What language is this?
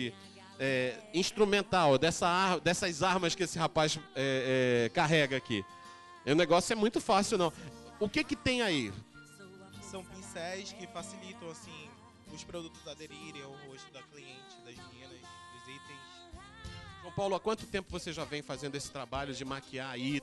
Portuguese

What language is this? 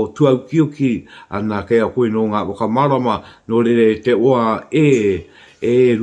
Māori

